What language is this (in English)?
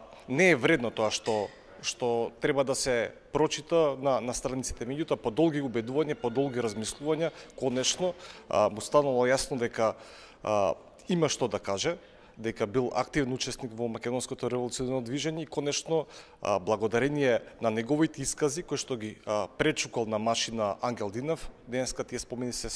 Macedonian